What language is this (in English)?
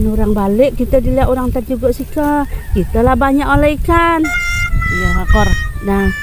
Musi